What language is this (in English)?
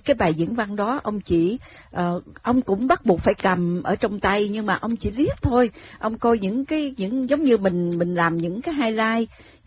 Vietnamese